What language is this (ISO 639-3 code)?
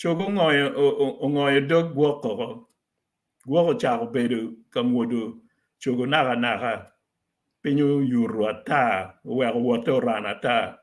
ach